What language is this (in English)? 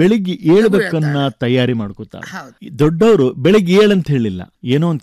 Kannada